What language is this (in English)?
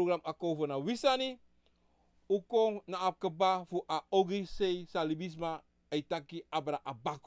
Sranan Tongo